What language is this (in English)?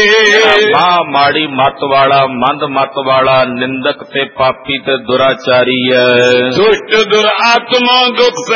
Punjabi